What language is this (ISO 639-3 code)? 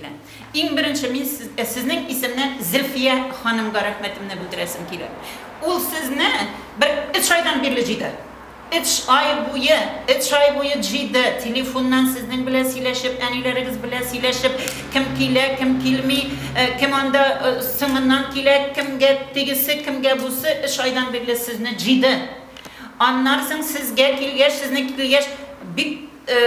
tat